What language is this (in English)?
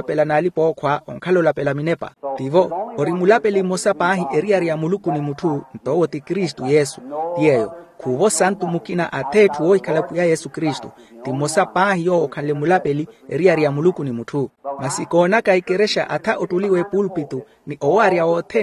Makhuwa